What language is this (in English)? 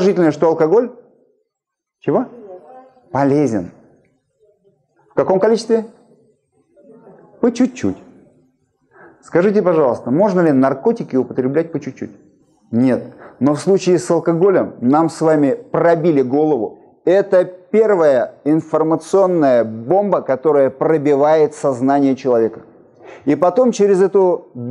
Russian